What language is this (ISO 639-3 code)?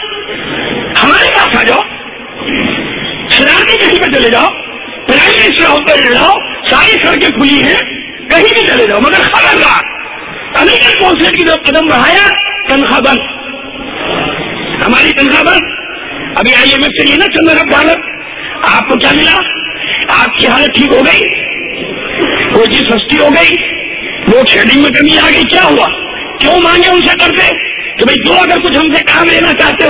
urd